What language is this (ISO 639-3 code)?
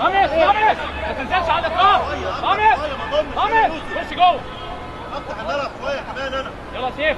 arz